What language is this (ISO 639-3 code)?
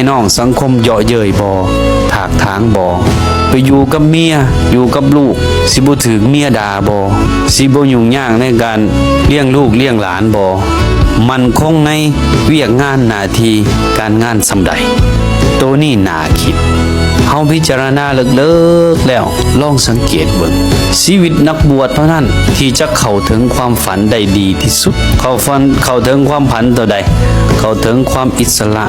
tts